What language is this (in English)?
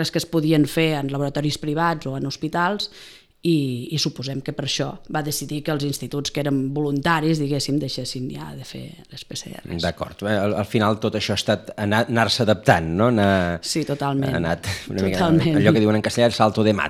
Catalan